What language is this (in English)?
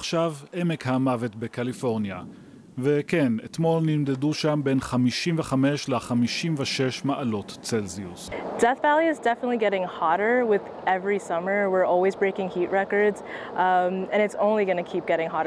Hebrew